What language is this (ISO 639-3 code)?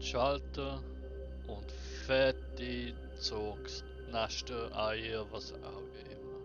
gsw